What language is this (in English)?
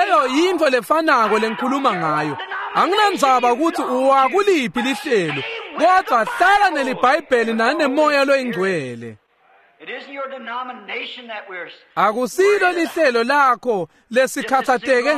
Swati